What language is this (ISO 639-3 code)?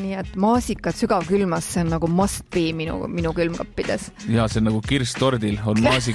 est